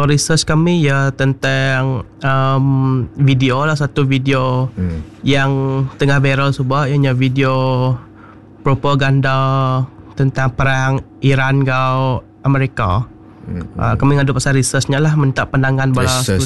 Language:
Iban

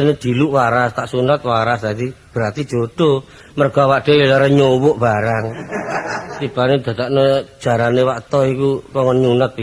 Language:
Javanese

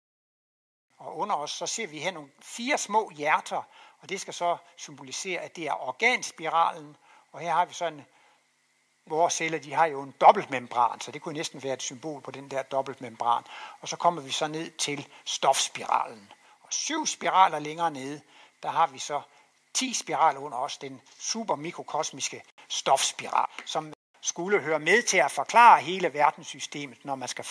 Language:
Danish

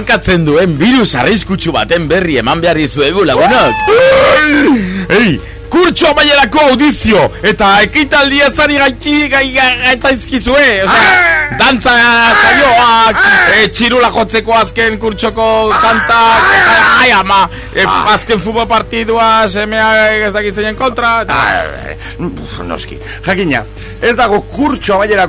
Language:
Basque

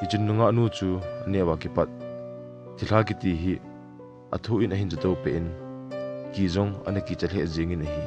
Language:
Thado Chin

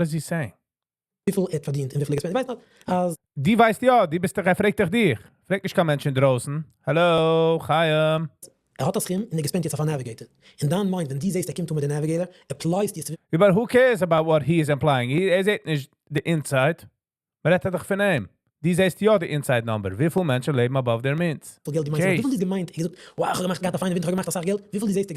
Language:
Yiddish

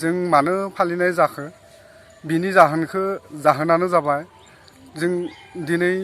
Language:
Bodo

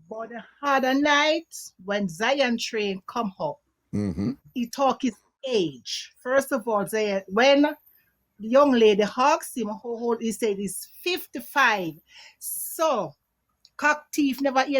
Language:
Jamaican Creole English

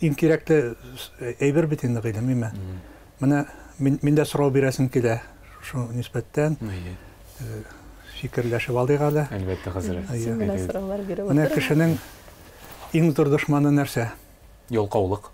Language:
Tatar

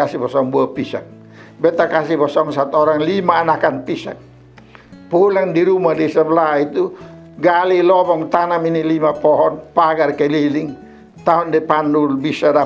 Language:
Kupang Malay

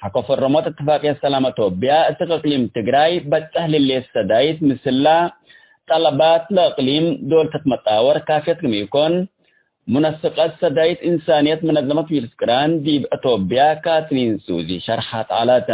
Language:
Tigre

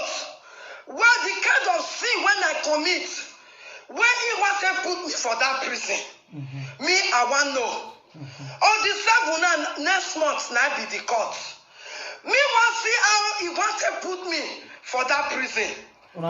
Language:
Nigerian Pidgin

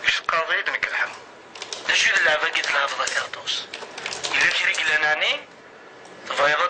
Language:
Kabyle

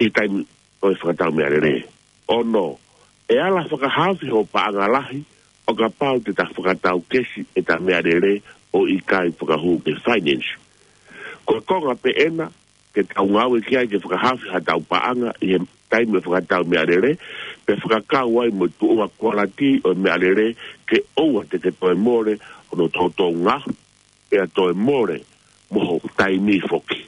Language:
Tongan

